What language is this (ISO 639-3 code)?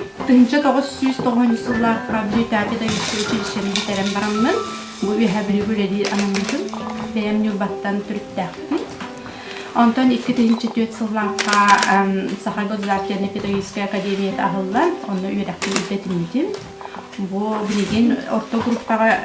sah